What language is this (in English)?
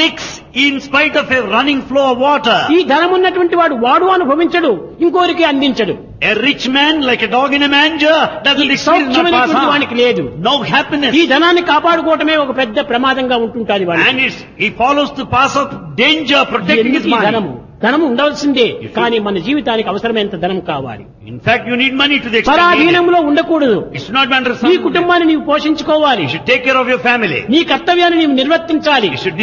Telugu